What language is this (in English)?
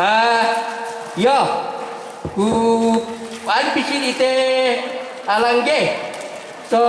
Toraja-Sa'dan